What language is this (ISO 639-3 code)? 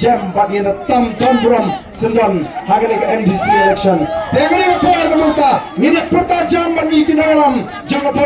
kha